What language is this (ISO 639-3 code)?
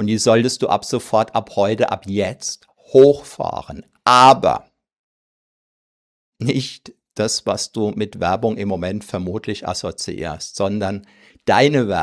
deu